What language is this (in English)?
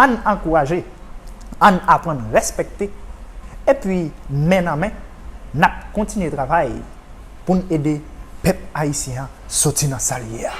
Haitian Creole